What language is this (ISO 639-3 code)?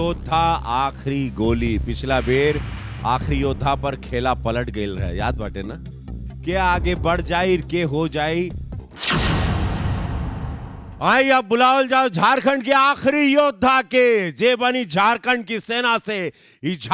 bho